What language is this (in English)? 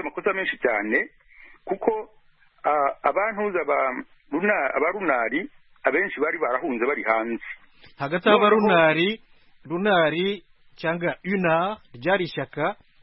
Kinyarwanda